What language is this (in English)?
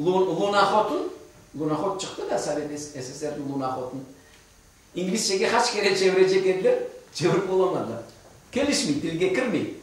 Crimean Tatar